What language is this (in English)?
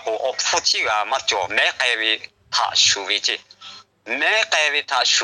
Lahu